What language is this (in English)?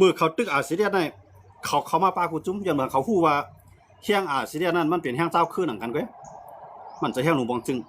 Shan